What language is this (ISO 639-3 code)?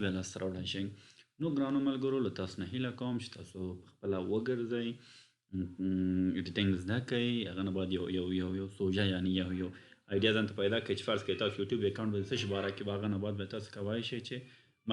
pus